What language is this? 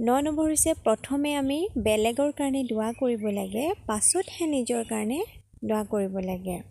Assamese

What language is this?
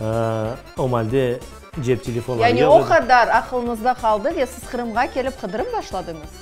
Crimean Tatar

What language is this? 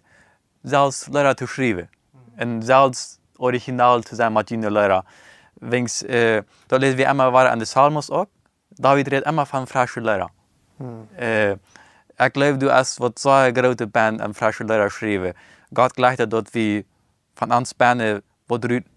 Plautdietsch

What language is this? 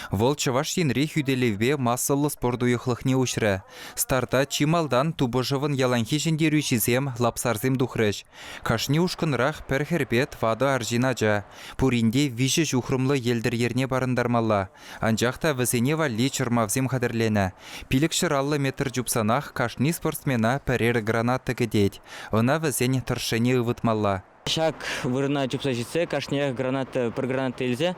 Chuvash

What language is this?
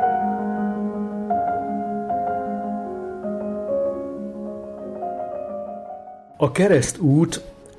Hungarian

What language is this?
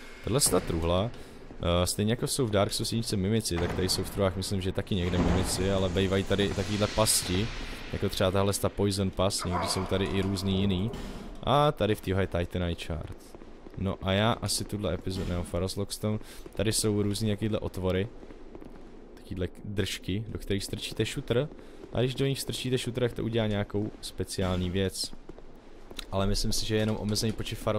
Czech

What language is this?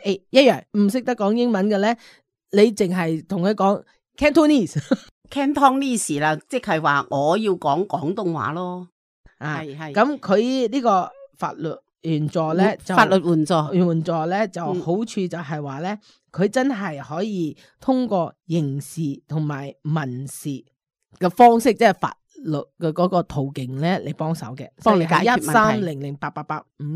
Cantonese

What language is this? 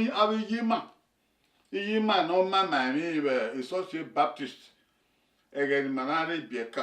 Bini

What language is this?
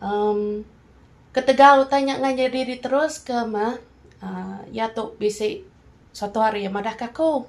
Iban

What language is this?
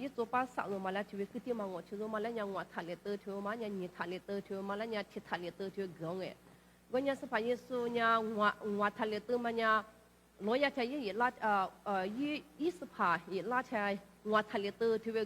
Lisu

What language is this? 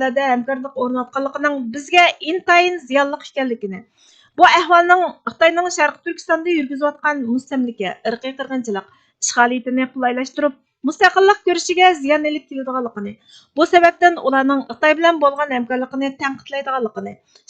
Uyghur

